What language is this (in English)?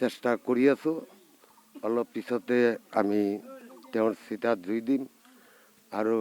Assamese